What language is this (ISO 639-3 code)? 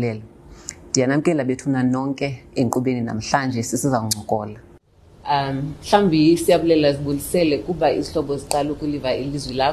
xho